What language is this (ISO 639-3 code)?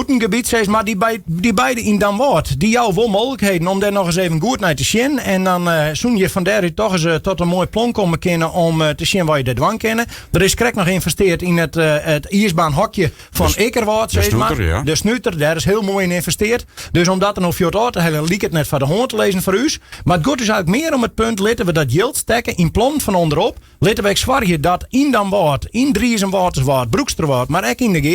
fry